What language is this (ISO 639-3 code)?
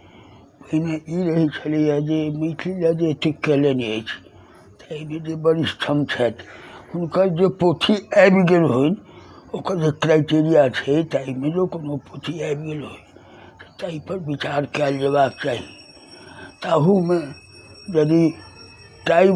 mai